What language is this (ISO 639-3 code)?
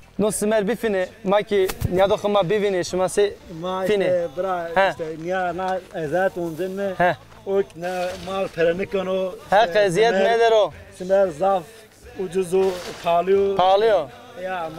zza